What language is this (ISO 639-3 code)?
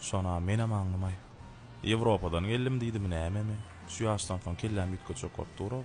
tuk